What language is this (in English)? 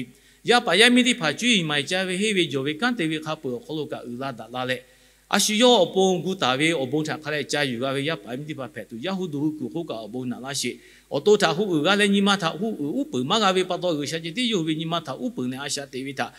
Lahu